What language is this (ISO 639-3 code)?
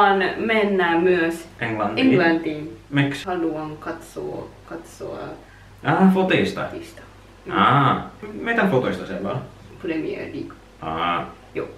fin